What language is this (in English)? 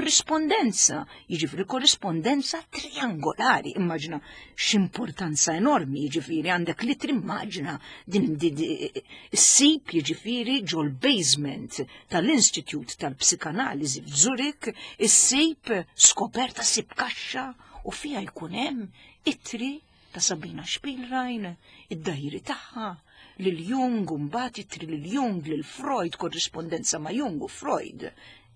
Maltese